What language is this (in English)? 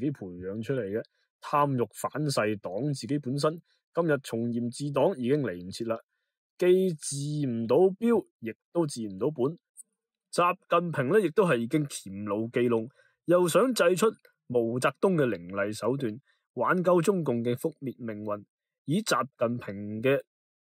Cantonese